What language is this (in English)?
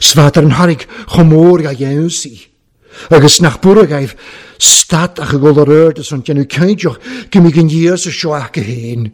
Welsh